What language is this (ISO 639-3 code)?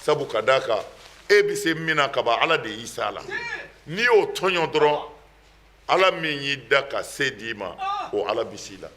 bam